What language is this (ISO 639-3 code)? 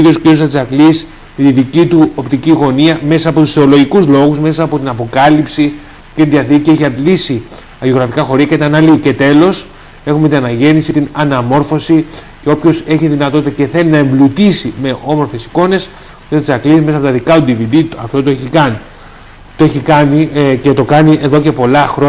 ell